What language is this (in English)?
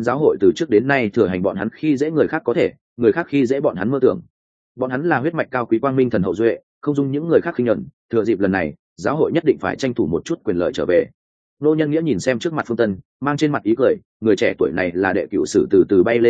Vietnamese